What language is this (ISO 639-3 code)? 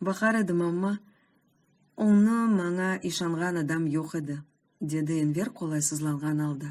crh